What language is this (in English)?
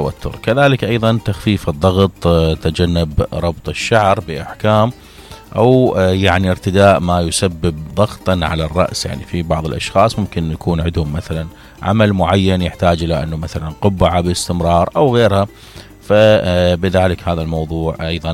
Mesopotamian Arabic